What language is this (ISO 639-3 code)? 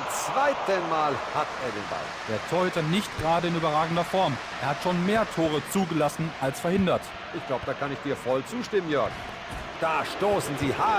bar